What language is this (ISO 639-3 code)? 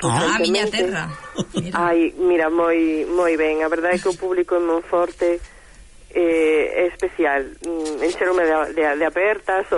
glg